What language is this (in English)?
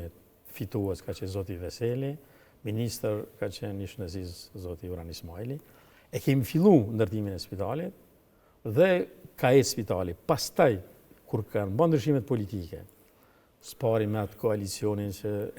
Albanian